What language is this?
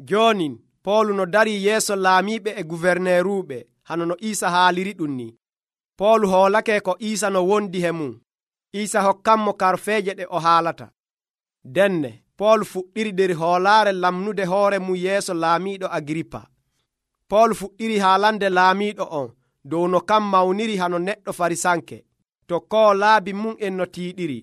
Nigerian Fulfulde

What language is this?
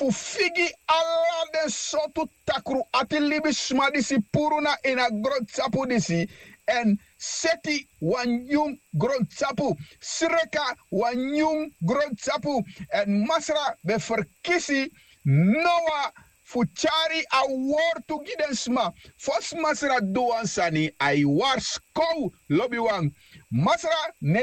Sranan Tongo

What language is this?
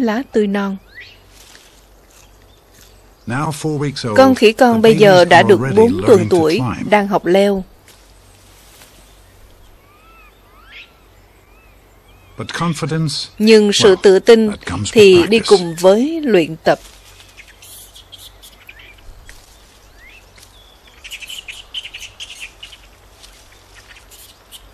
Vietnamese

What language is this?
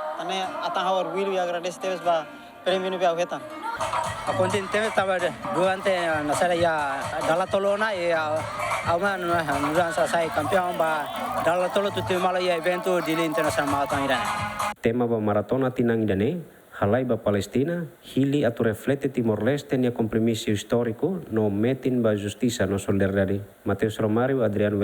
Tetum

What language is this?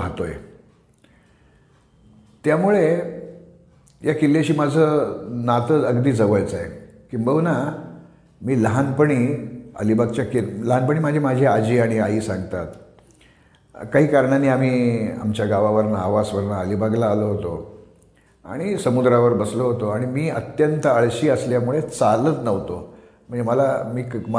Marathi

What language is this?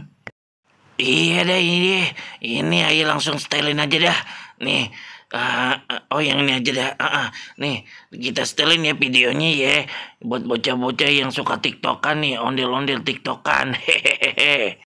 Betawi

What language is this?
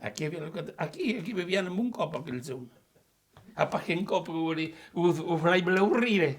Occitan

